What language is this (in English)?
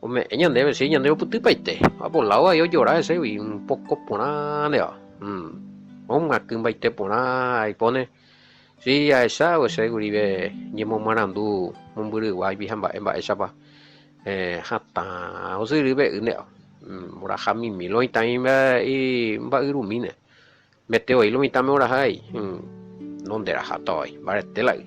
Guarani